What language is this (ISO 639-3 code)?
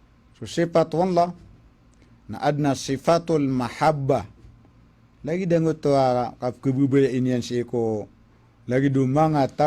mrw